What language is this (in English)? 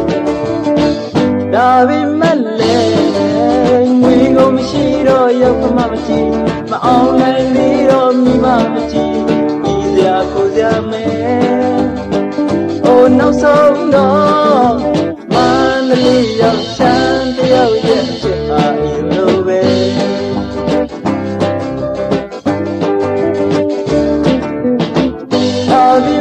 Burmese